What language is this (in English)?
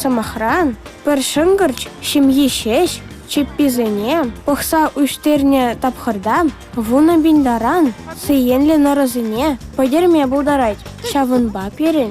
Chuvash